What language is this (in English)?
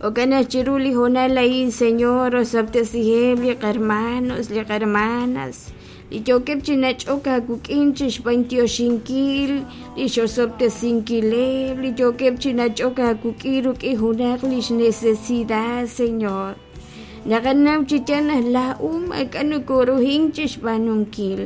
Kekchí